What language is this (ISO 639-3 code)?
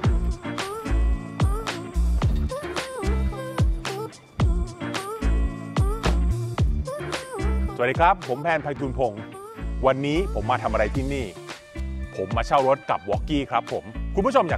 tha